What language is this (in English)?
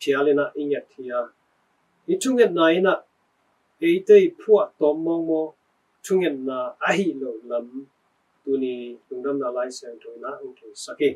Tedim Chin